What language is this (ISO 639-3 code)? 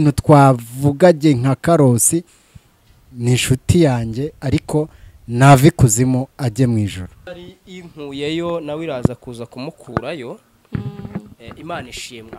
kin